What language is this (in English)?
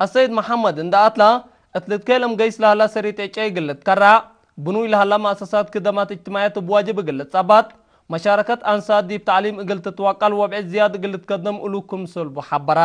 Tigre